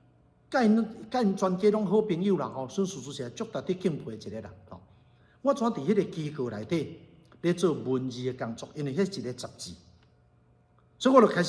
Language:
Min Nan Chinese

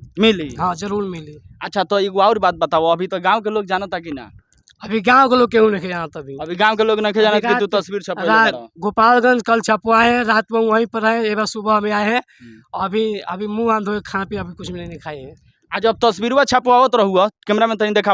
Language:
Bhojpuri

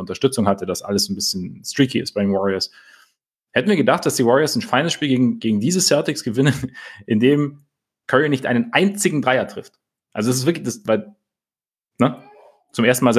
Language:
German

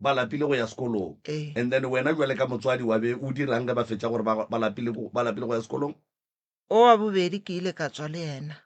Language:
Northern Sotho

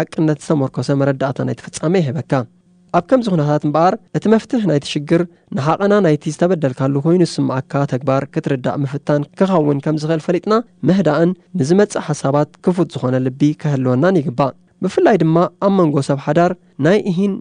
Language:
Tigrinya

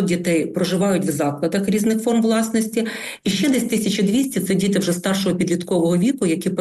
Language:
Ukrainian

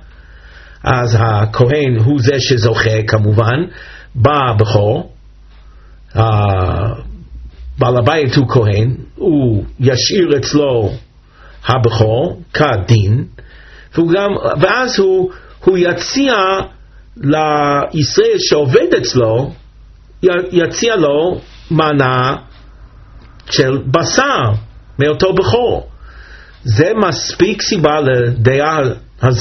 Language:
Hebrew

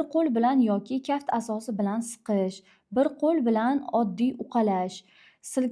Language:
Uzbek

